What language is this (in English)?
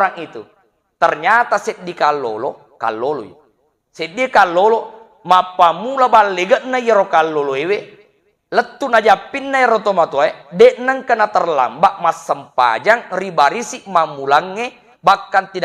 Buginese